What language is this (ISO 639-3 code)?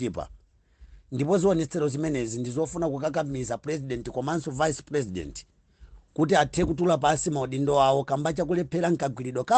nya